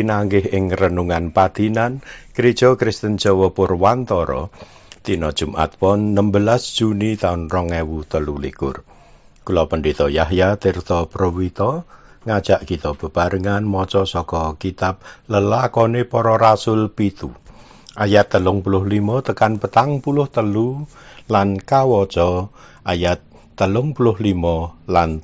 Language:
Javanese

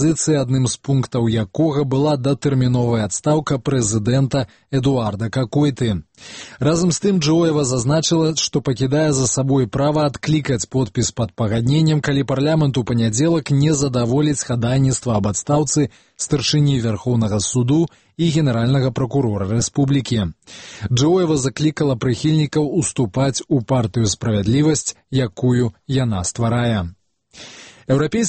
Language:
Belarusian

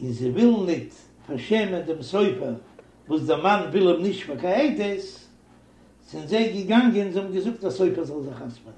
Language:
Yiddish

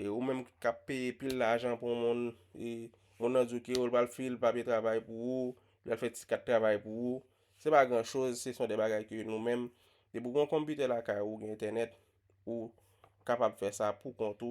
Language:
Haitian Creole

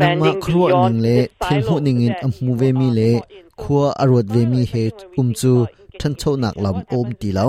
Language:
Hakha Chin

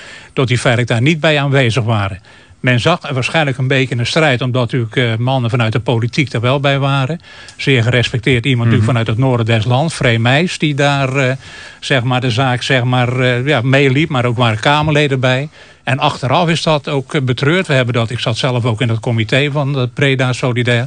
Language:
Dutch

